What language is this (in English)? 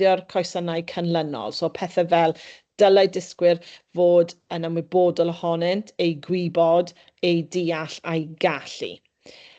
Welsh